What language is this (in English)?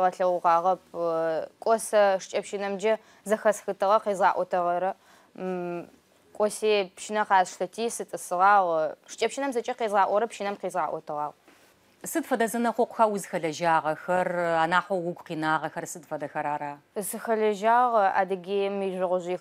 Adyghe